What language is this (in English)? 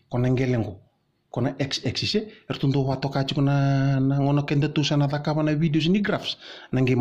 Fijian